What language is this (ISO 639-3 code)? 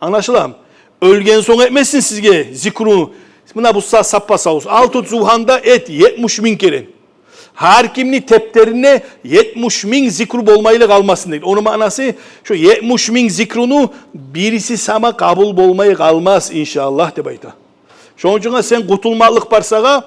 kum